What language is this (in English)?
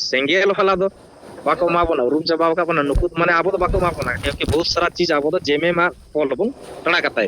Santali